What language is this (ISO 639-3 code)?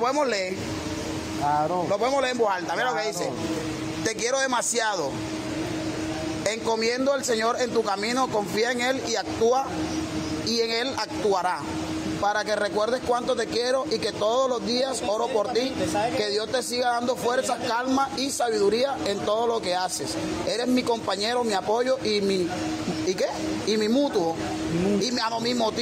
spa